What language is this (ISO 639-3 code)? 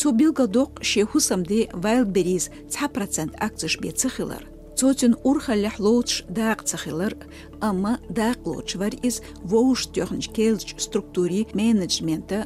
che